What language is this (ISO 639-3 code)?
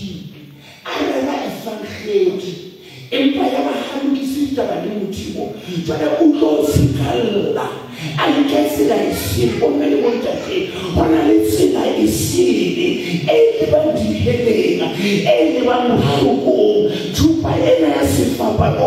sot